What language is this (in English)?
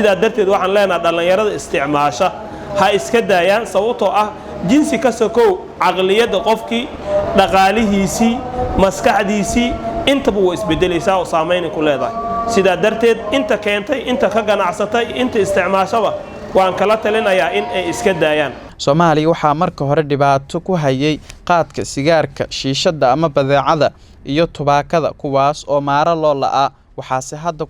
Somali